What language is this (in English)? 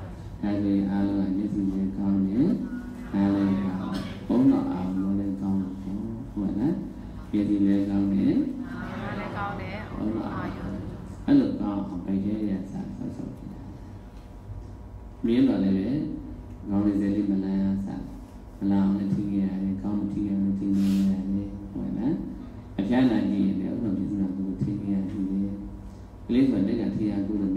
Burmese